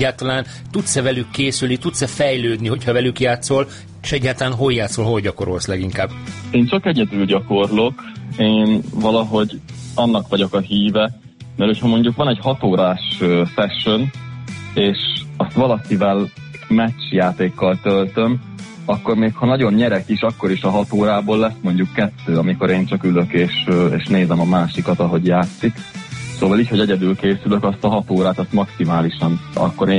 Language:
Hungarian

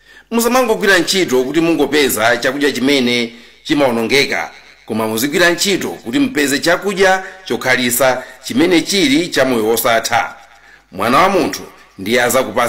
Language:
Nyanja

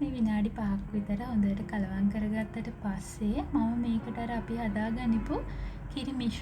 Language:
Sinhala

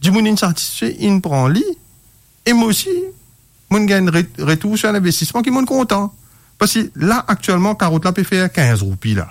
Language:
Morisyen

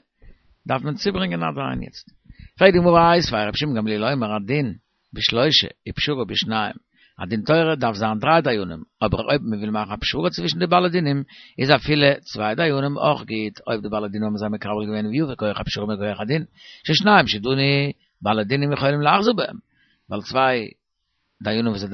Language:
Yiddish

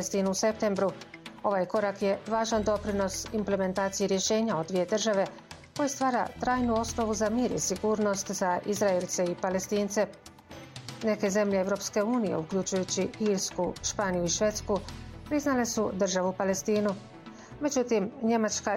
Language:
Bosnian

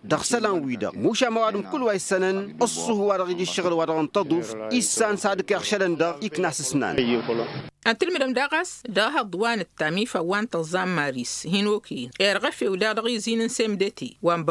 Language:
Tamasheq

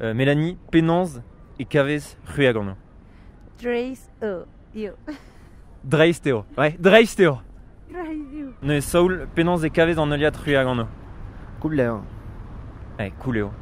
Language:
Breton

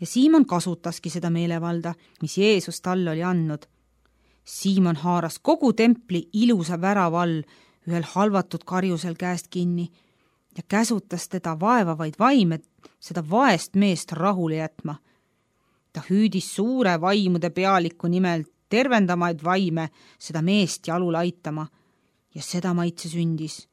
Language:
Estonian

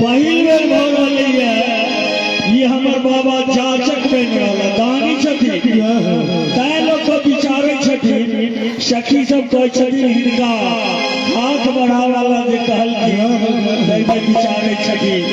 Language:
Maithili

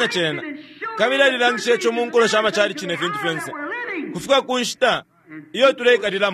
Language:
Bemba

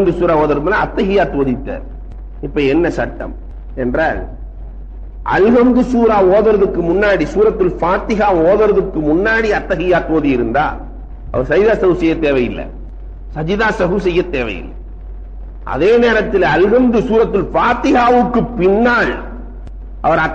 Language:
Tamil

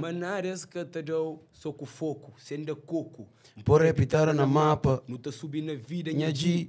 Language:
Kabuverdianu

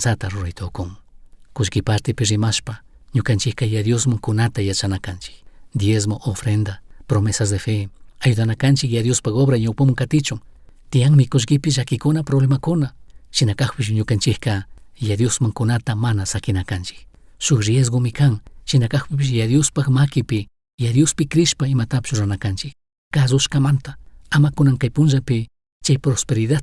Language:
Chimborazo Highland Quichua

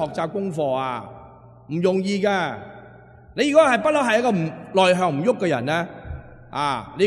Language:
Cantonese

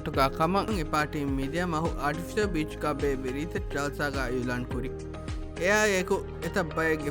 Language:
Divehi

